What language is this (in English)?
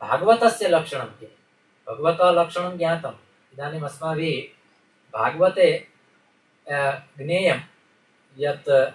Sanskrit